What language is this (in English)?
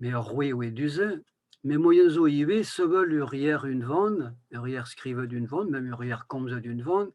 Breton